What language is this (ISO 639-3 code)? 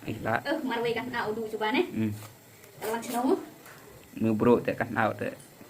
kha